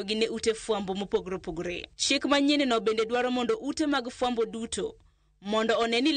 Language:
Luo (Kenya and Tanzania)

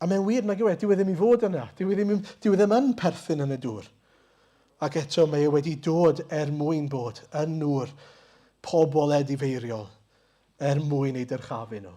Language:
Welsh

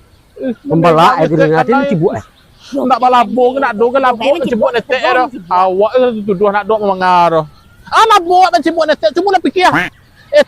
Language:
Minangkabau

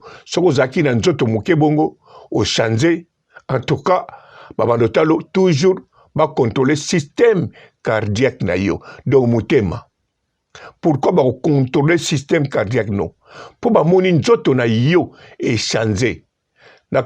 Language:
Lingala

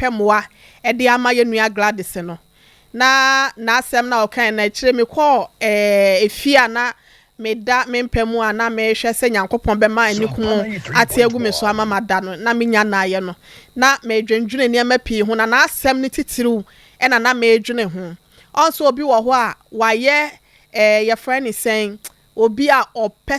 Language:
Akan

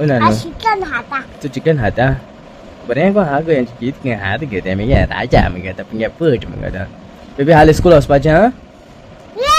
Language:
Konkani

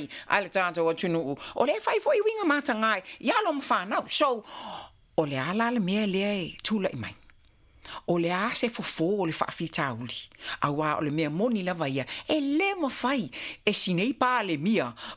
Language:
Samoan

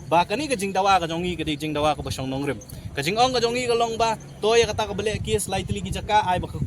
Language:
Khasi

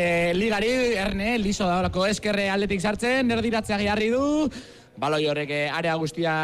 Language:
Basque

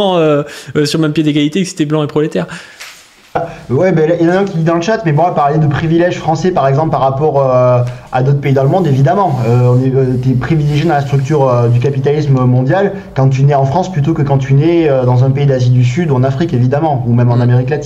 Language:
French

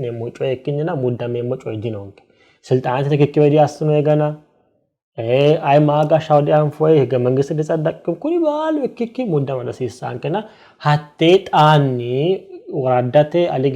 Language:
Sidamo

